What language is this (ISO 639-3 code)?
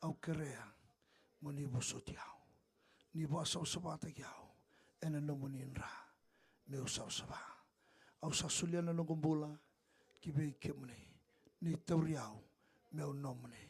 fij